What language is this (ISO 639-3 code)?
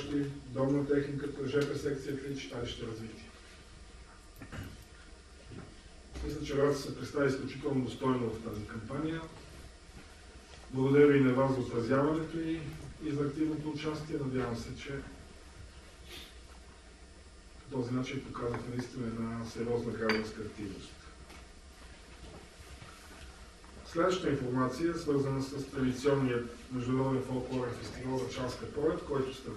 bul